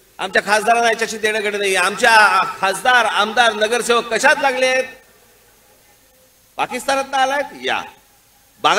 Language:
Marathi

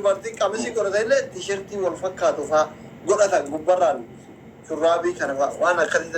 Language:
Oromo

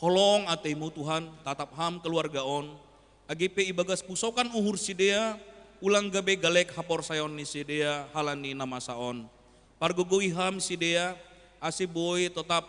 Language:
Batak Simalungun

